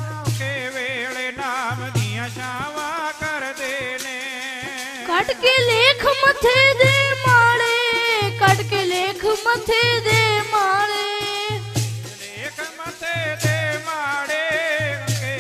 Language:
Punjabi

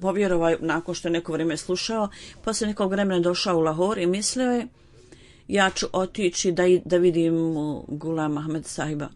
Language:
Bosnian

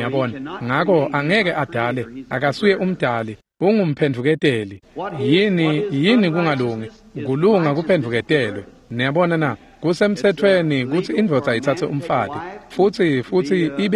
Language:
Swati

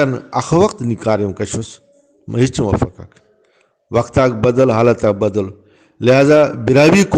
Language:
Brahui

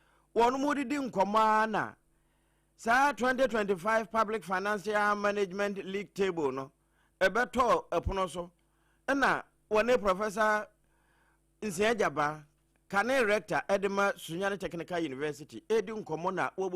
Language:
Akan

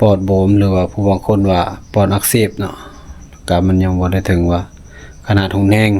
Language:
Lao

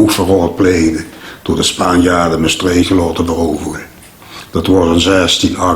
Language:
Limburgish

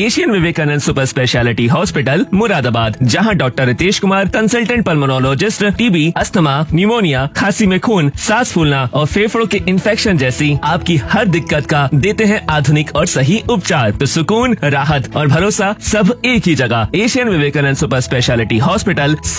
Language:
Hindi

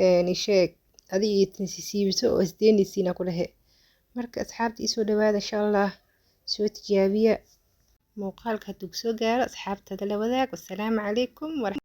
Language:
Somali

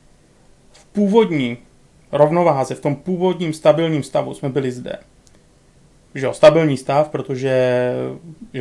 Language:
Czech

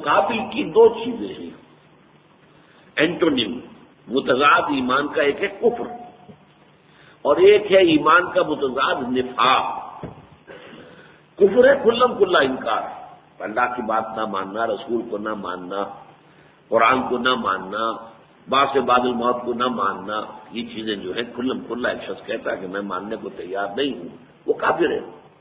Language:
Urdu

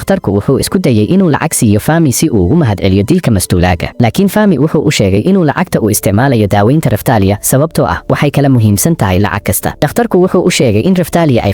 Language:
Somali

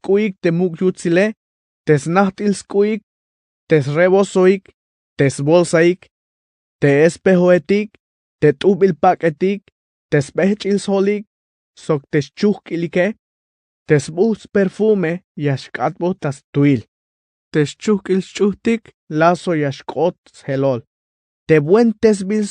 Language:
Tzeltal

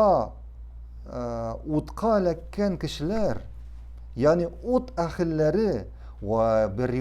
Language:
Tatar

